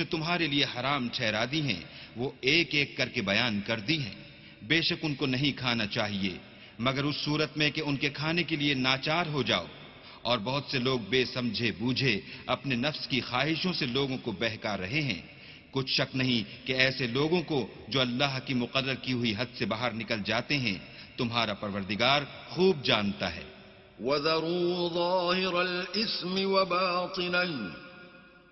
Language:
Urdu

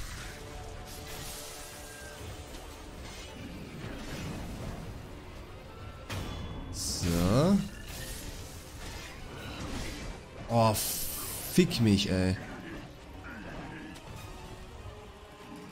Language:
German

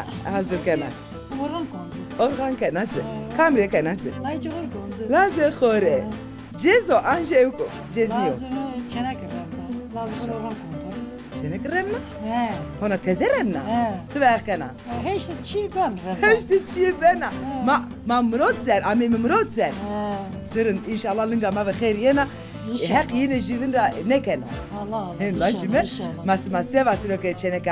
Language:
Zaza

